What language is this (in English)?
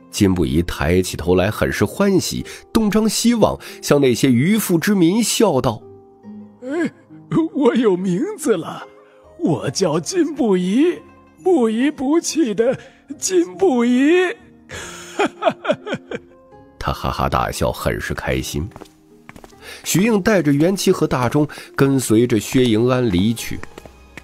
Chinese